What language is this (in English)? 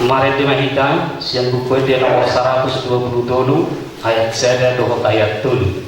Batak Toba